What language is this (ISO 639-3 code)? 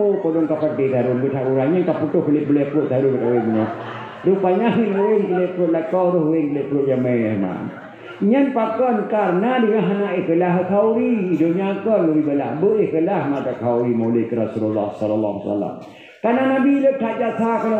ace